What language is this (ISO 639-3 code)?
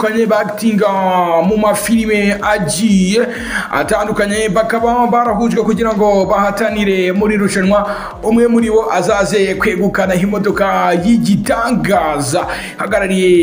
kin